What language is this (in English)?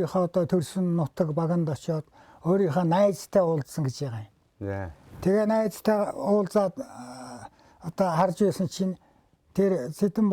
Mongolian